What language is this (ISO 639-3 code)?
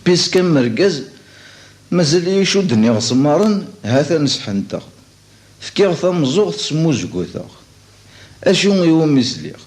kab